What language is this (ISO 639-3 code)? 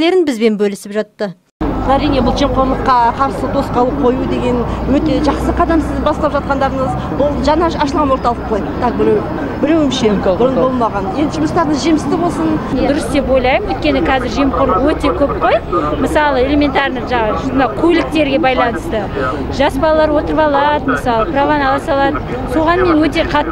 kaz